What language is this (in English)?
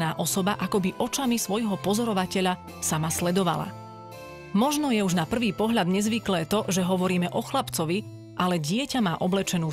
Slovak